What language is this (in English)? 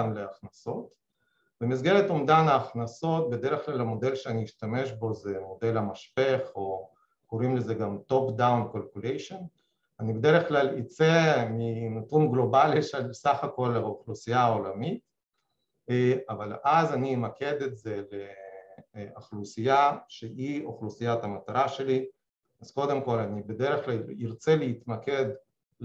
Hebrew